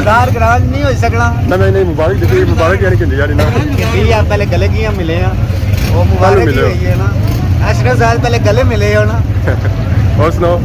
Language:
Pahari-Potwari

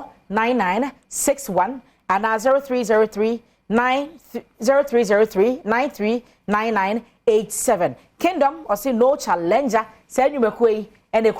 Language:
Akan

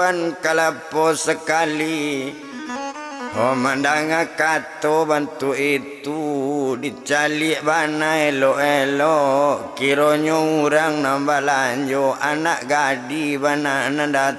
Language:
Minangkabau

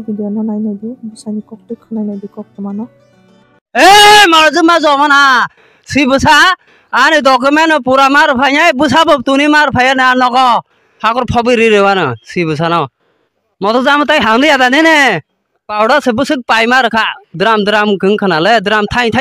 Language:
Kok Borok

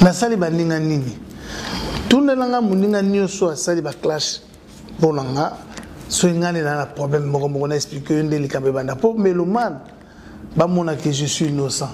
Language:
Lingala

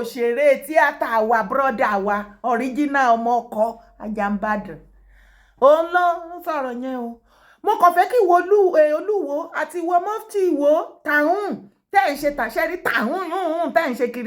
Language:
Yoruba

